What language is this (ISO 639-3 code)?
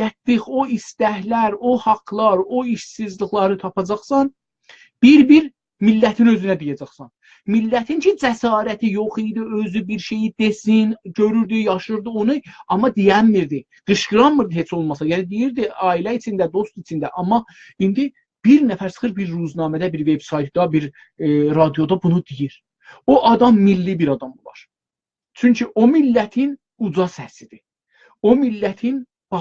azb